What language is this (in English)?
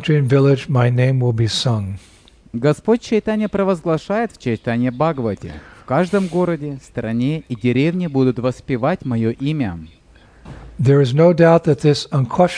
Russian